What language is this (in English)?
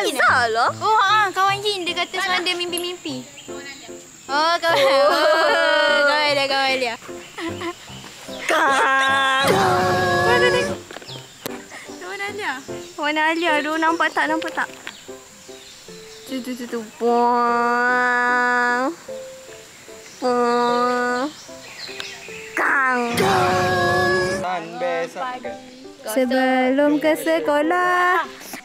Malay